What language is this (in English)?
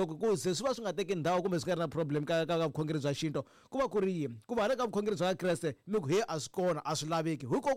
Tsonga